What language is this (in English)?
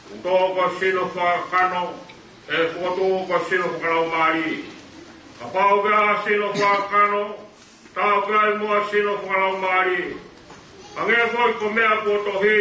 Tongan